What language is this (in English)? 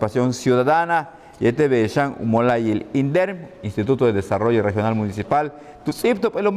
Yucateco